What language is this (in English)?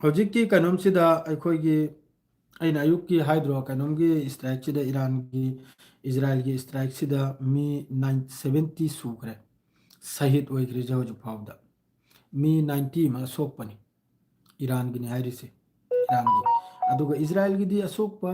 Manipuri